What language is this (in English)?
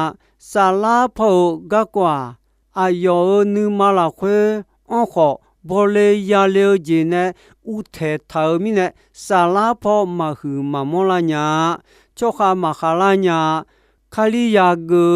Akha